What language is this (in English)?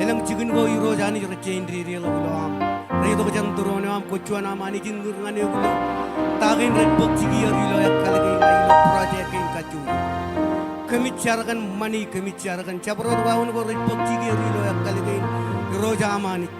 Marshallese